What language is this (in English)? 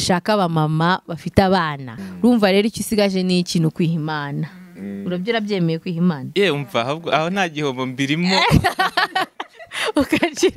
Kinyarwanda